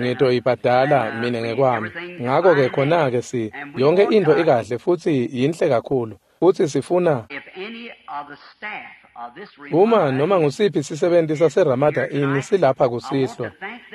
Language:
Swati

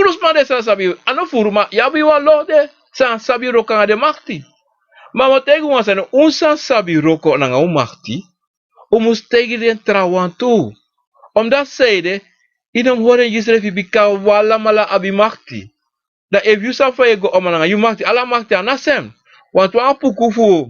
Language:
Sranan Tongo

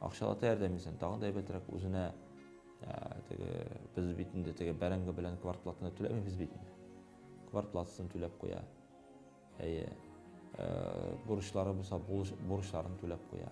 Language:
Tatar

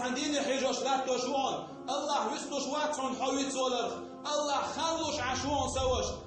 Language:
Chechen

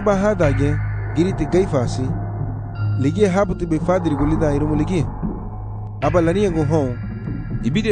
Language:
Garifuna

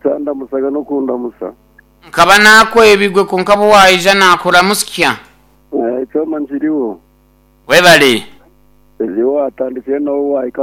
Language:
Nyankole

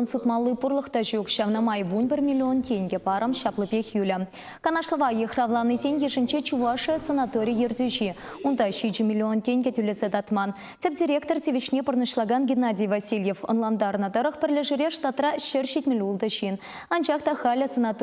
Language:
Chuvash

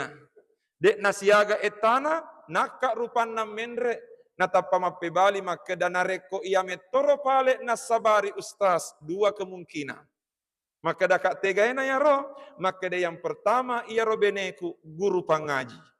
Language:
Buginese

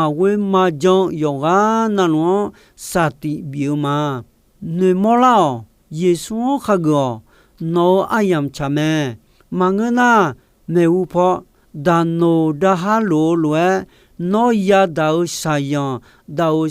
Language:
Akha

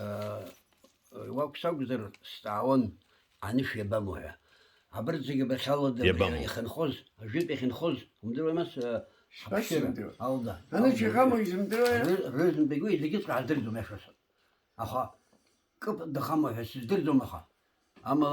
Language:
Abkhazian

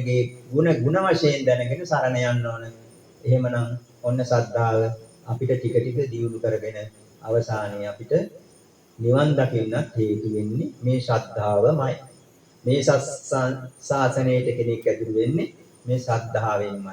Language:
Sinhala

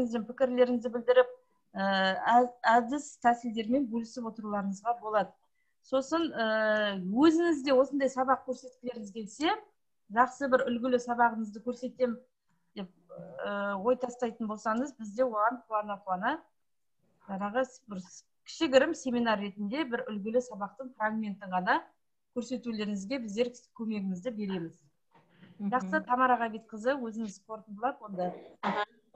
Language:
Kazakh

